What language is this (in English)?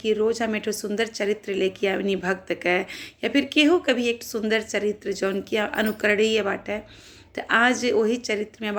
Bhojpuri